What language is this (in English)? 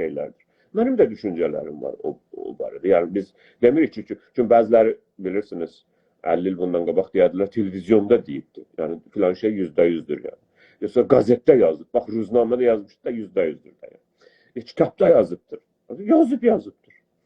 South Azerbaijani